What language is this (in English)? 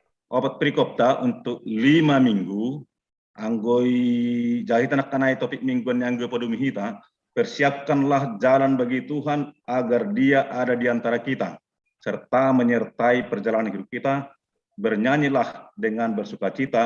Batak Simalungun